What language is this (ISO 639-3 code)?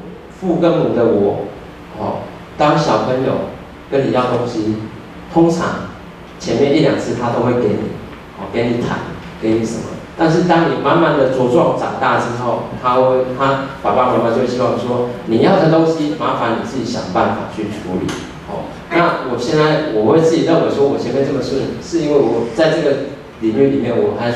zho